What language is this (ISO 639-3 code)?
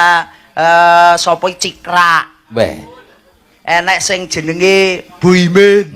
jav